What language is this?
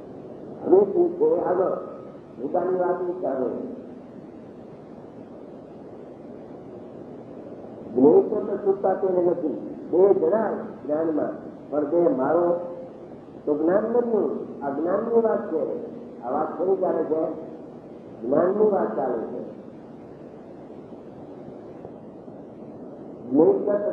Gujarati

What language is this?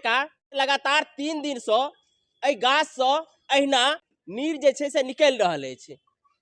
Maithili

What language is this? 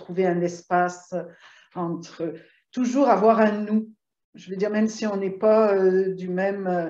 French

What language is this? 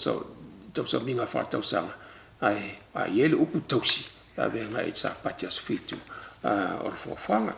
Samoan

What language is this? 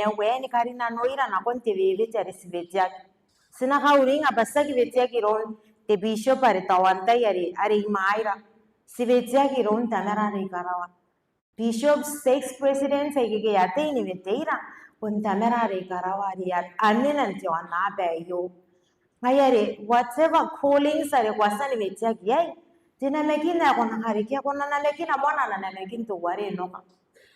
Gilbertese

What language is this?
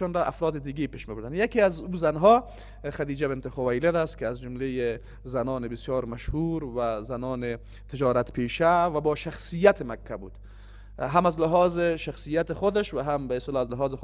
Persian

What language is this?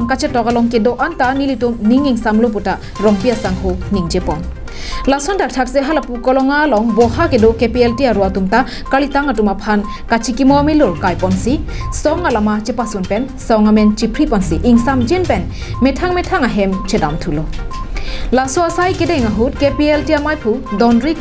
Karbi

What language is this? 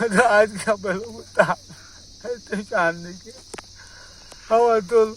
Kashmiri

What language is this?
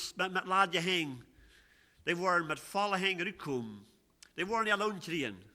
Plautdietsch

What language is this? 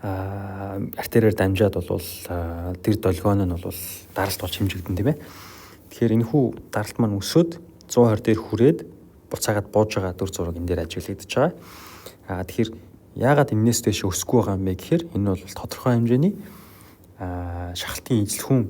Mongolian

